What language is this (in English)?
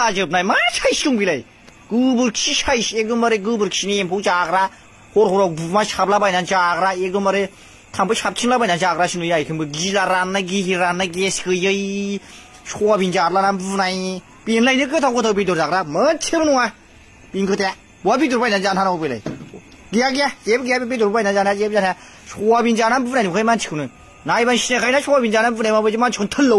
Bodo